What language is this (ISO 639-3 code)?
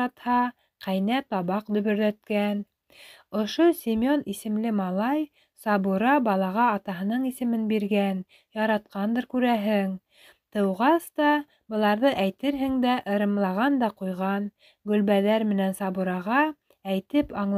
bak